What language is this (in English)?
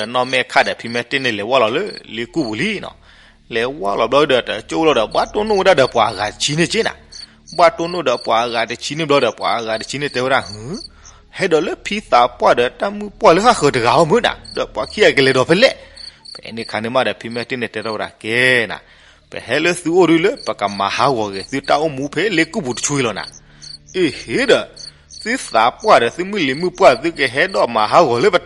S'gaw Karen